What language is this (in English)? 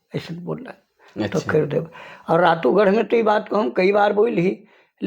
Sadri